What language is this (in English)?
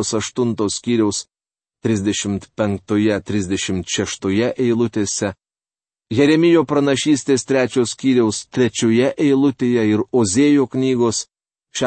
Lithuanian